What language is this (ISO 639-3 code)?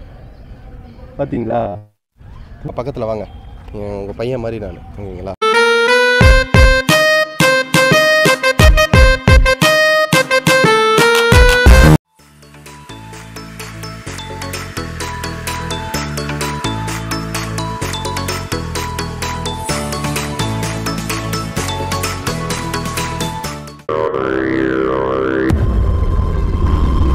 tam